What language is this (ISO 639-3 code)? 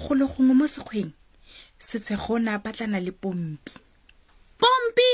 tsn